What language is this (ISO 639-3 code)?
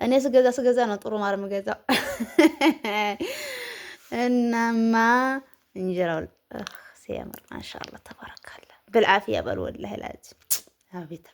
amh